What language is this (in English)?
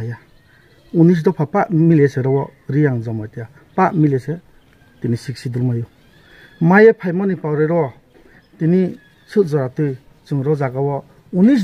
Riang (India)